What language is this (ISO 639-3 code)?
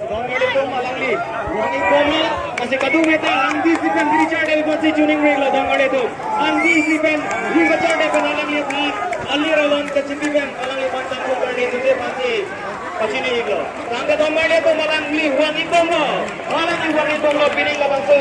mjw